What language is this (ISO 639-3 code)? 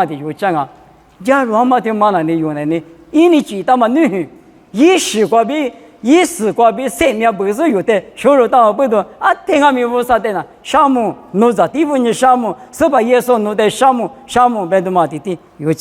lis